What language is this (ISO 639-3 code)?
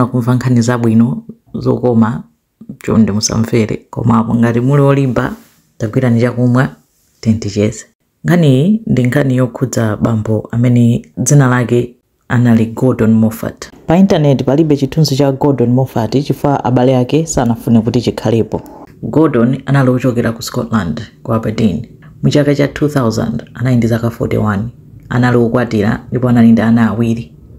nya